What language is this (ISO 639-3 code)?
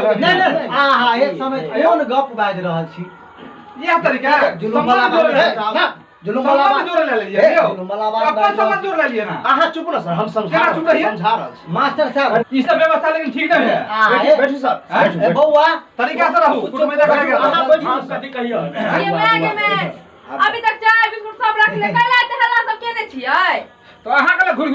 mai